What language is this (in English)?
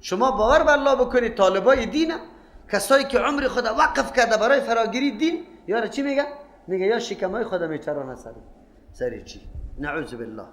Persian